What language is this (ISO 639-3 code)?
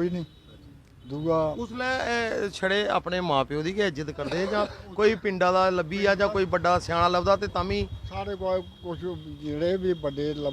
doi